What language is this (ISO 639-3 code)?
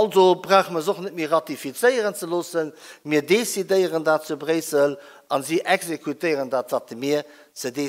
ltz